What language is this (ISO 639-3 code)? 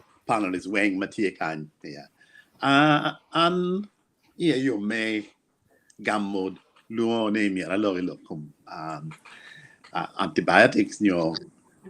ach